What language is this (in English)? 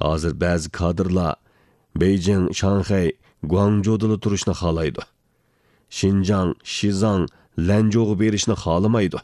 Uyghur